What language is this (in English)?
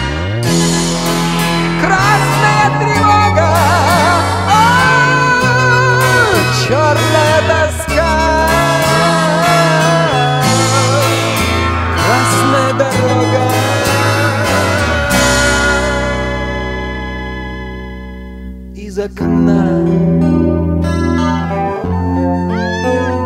Russian